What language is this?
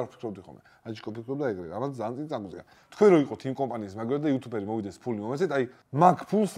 Georgian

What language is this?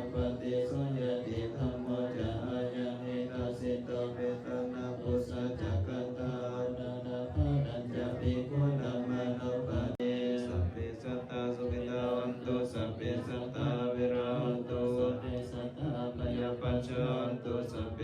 Pali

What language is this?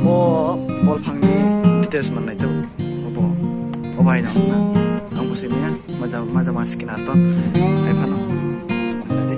Kok Borok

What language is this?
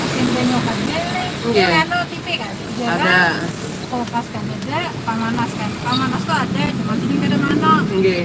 Banjar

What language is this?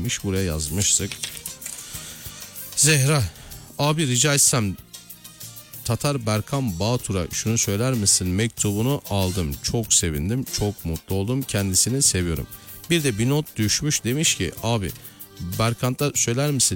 Turkish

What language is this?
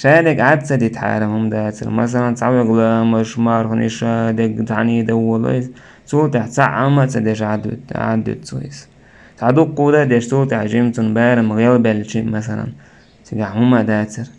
Chechen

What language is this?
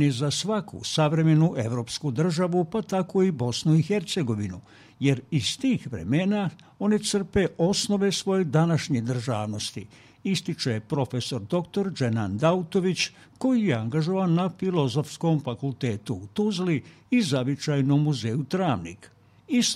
Bosnian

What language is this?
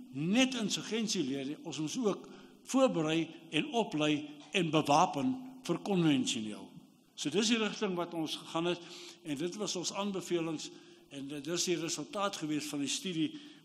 Afrikaans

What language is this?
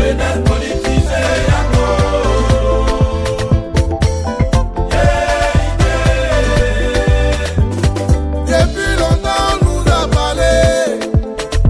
French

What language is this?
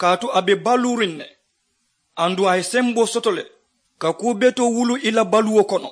Mandingo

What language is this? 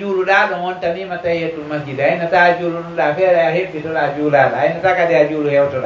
Pular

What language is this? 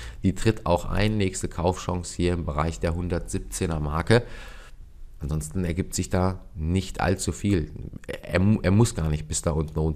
German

